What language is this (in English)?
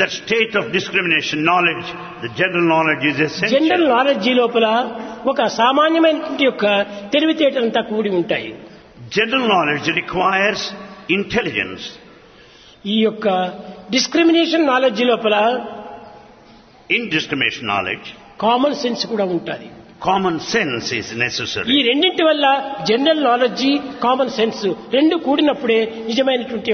Telugu